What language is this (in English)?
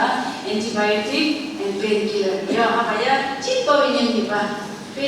Phom Naga